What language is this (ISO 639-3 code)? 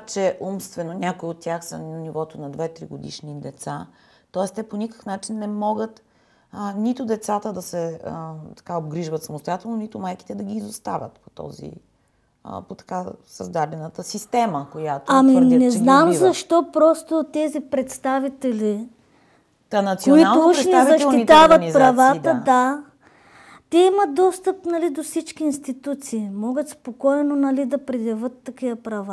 bul